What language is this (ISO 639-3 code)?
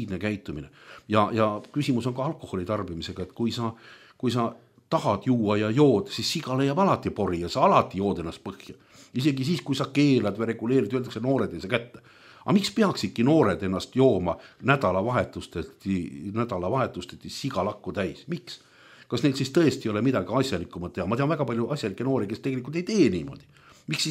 est